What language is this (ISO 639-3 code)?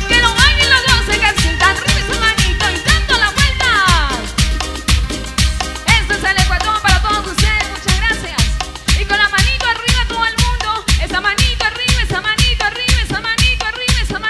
spa